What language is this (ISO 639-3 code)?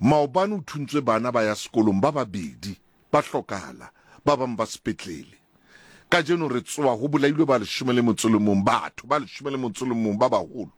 sot